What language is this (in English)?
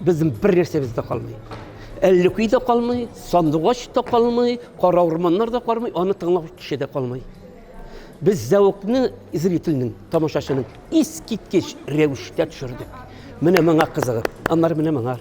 Tatar